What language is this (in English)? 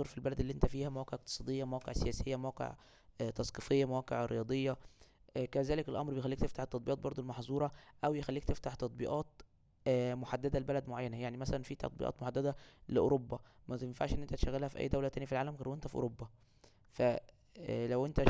Egyptian Arabic